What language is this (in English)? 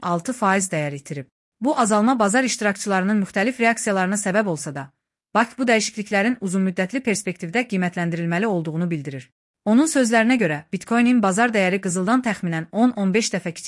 Azerbaijani